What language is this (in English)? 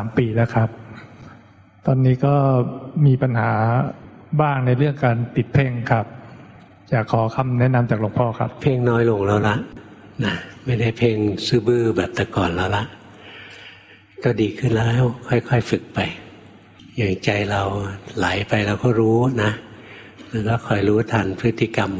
Thai